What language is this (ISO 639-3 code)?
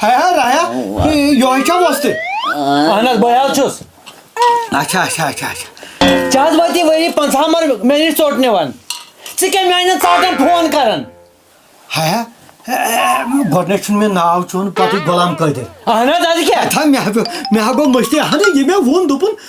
kas